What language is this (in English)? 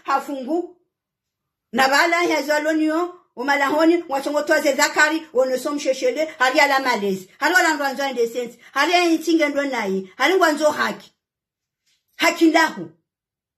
Swahili